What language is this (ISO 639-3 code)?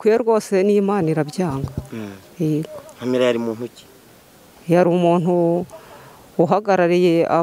kin